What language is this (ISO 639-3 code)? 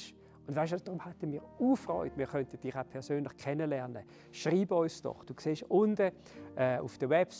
gsw